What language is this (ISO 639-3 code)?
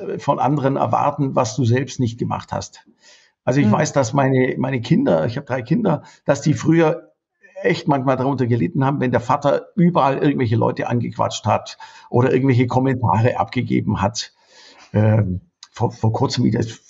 deu